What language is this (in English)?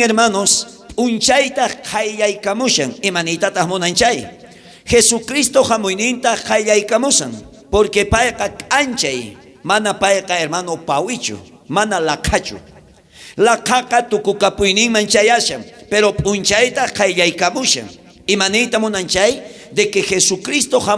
South Bolivian Quechua